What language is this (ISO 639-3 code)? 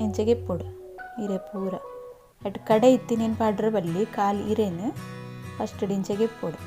tcy